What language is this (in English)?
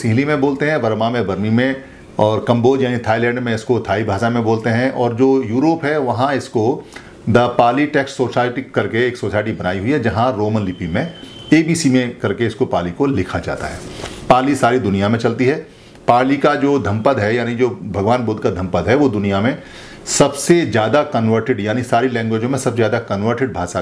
Hindi